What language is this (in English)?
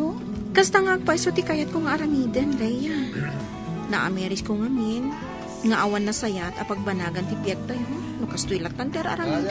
Iloko